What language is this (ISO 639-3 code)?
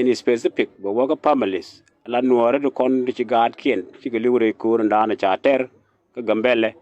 nus